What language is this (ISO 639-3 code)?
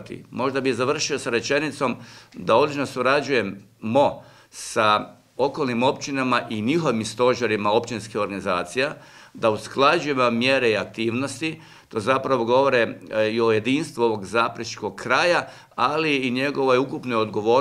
hrv